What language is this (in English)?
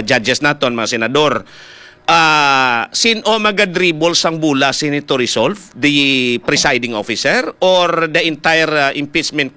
Hiligaynon